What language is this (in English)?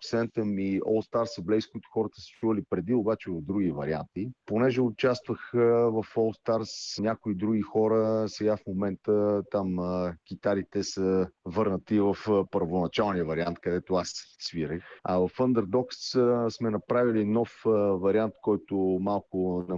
Bulgarian